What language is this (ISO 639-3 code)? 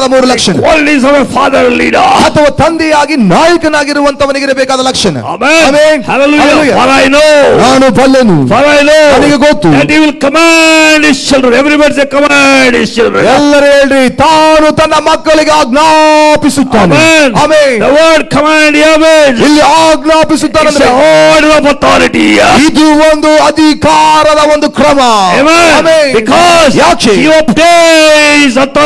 kan